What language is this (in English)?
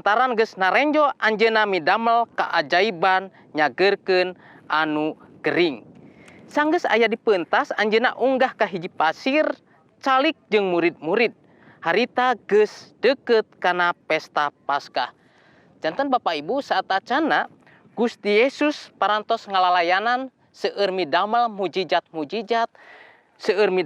Sundanese